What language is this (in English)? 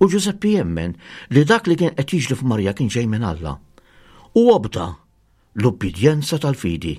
Maltese